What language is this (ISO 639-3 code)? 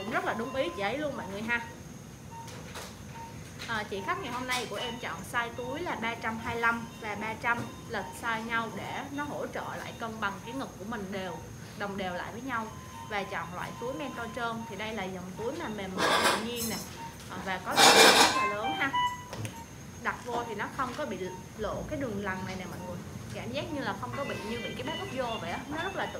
vie